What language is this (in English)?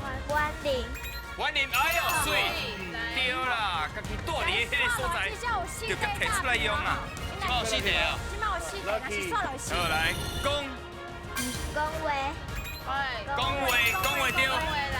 Min Nan Chinese